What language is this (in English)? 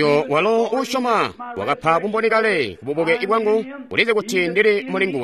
Tonga (Zambia)